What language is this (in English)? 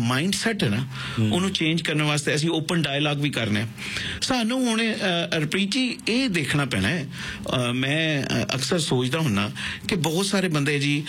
Punjabi